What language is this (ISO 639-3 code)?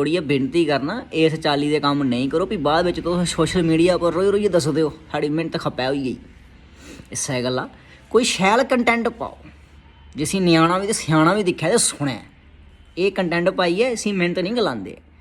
doi